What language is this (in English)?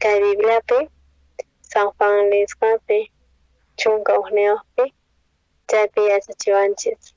South Bolivian Quechua